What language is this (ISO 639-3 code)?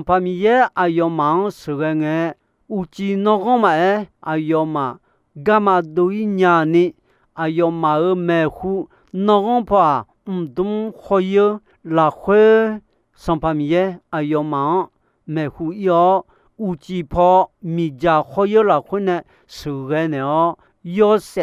ahk